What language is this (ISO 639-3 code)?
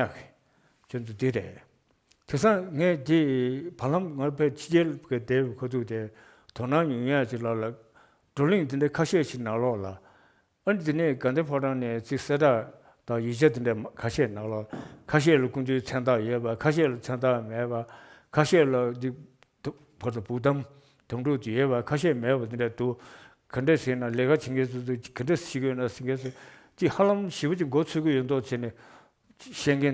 bod